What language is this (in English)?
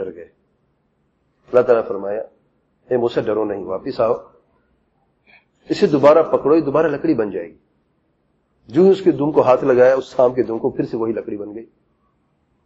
Urdu